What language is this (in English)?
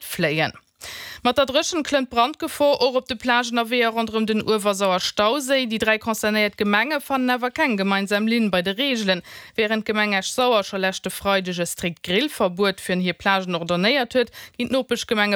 Luxembourgish